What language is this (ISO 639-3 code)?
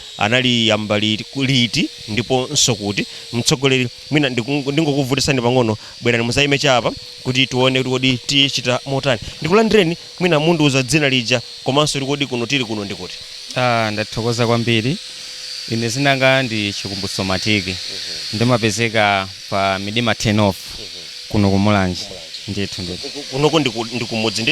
nya